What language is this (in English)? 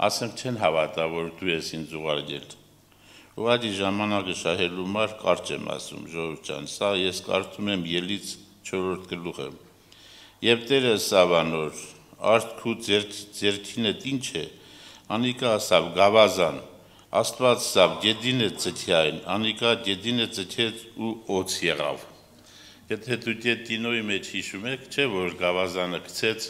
Armenian